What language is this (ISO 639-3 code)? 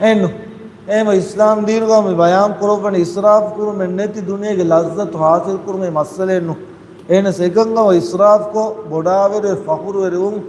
div